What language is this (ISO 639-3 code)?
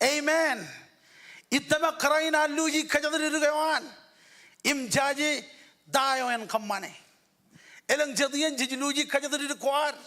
mah